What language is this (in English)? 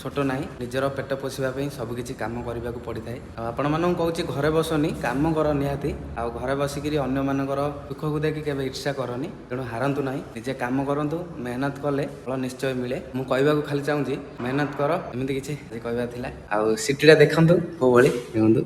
Odia